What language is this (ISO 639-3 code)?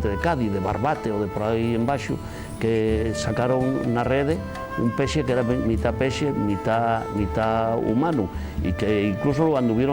ast